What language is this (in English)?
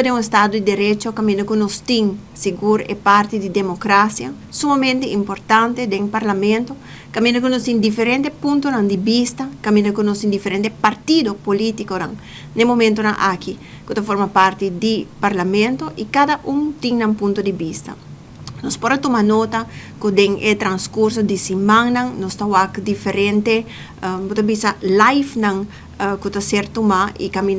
Papiamento